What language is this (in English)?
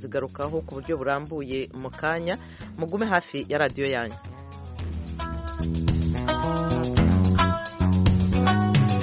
Kinyarwanda